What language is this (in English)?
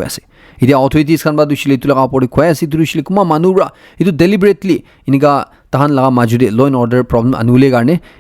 Naga Pidgin